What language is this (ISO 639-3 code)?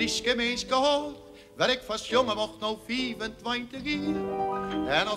fry